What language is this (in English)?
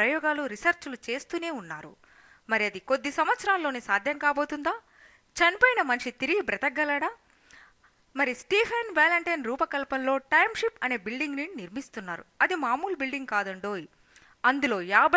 Telugu